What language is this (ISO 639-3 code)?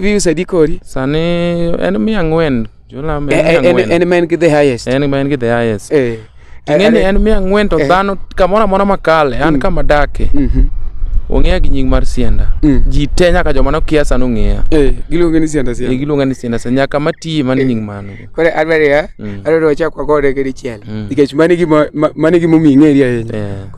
luo